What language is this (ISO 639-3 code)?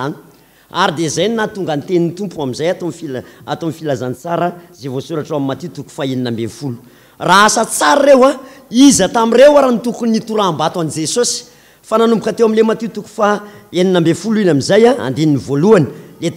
mlg